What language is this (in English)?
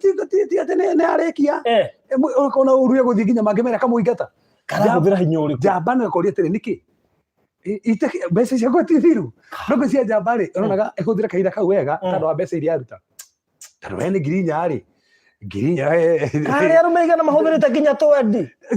Kikuyu